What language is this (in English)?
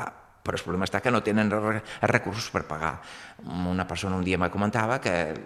Catalan